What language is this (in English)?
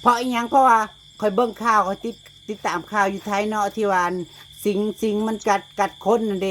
Northeastern Thai